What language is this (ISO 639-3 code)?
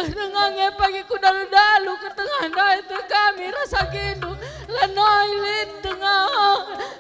btx